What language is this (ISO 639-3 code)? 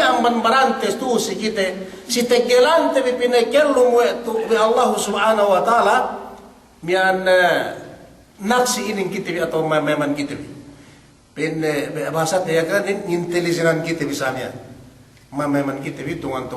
yka